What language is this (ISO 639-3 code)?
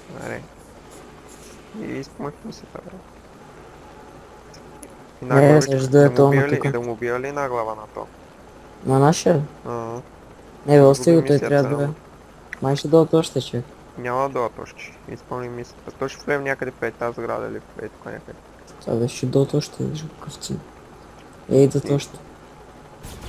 bul